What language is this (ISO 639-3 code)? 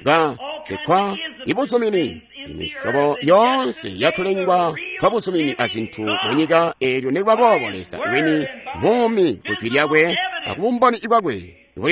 toi